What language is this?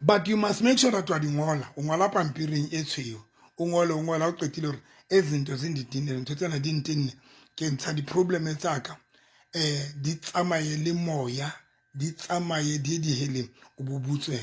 Southern Sotho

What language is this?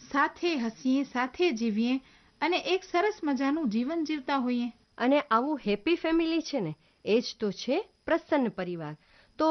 Gujarati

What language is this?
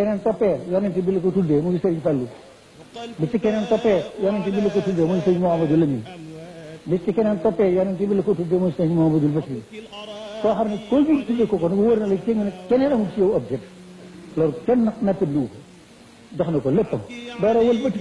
Wolof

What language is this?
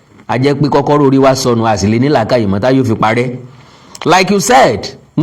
Yoruba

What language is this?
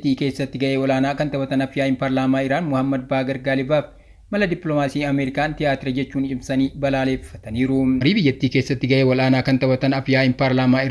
Oromo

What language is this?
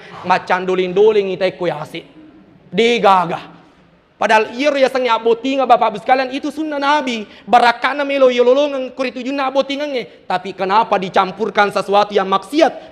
Buginese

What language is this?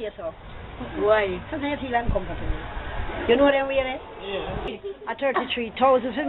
Jamaican Creole English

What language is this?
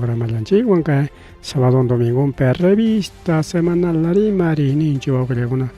Ayacucho Quechua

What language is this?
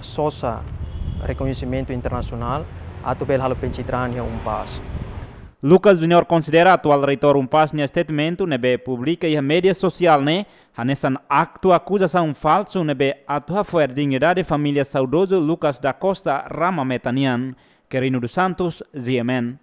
Tetum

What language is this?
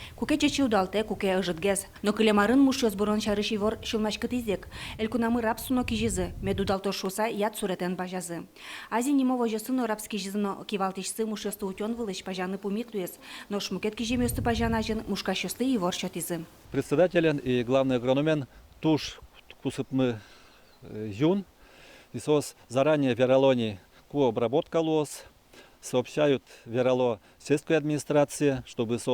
Udmurt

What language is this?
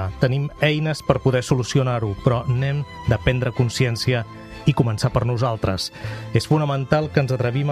Catalan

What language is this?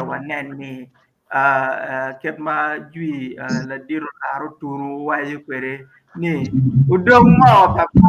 Acoli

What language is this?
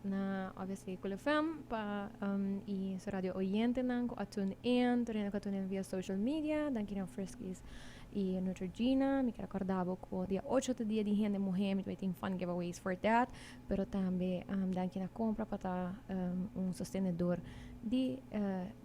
Papiamento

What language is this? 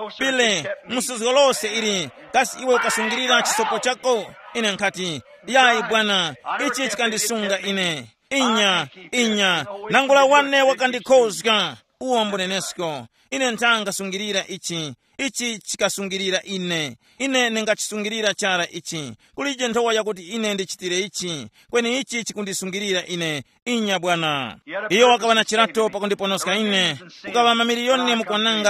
Tumbuka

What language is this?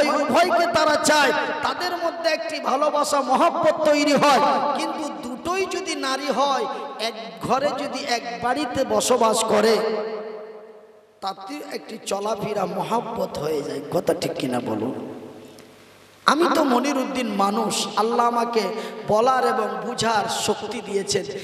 Bangla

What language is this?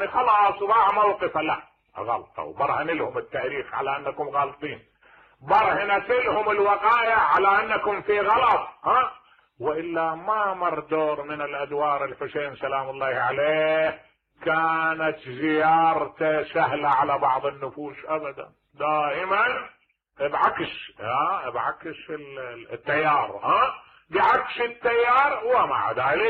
Mesopotamian Arabic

